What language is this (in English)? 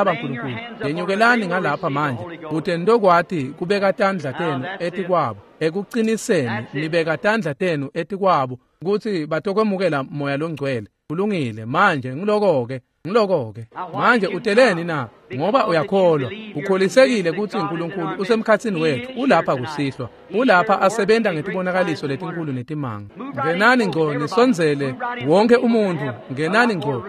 Swati